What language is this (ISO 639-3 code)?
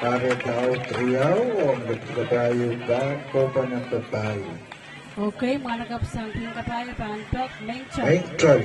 pon